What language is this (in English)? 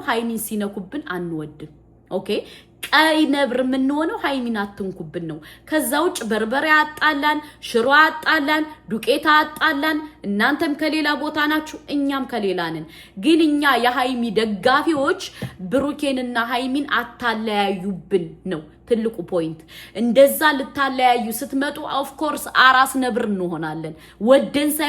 Amharic